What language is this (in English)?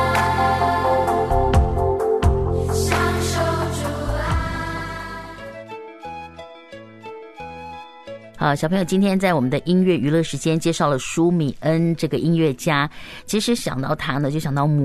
Chinese